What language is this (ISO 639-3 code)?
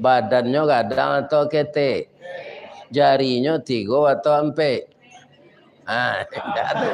min